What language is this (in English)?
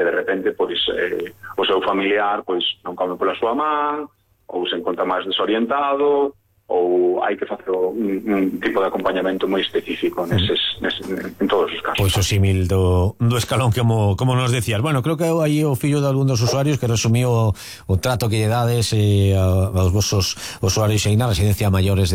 Galician